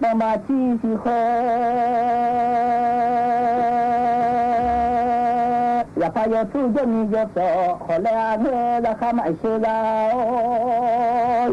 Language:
Akha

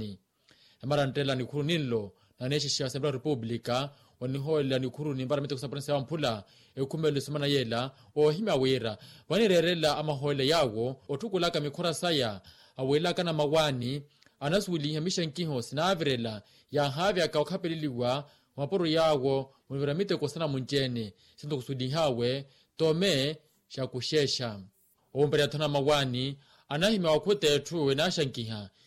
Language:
Makhuwa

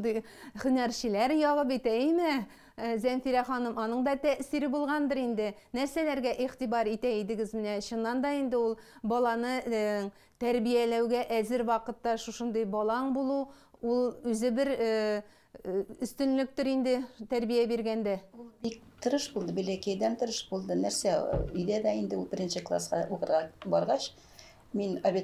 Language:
Tatar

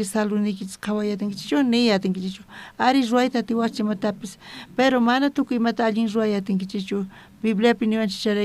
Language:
South Bolivian Quechua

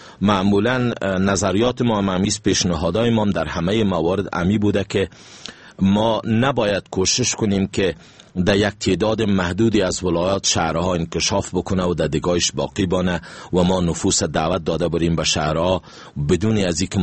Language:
Persian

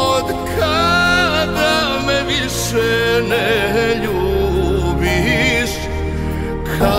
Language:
Croatian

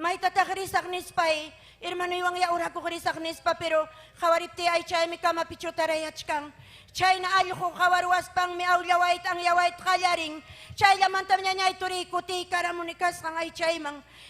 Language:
Ayacucho Quechua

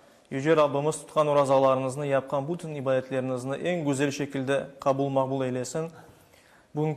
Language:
Crimean Tatar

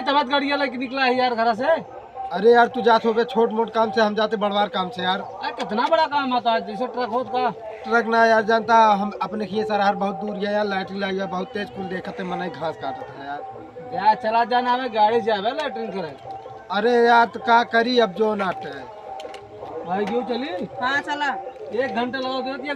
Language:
Awadhi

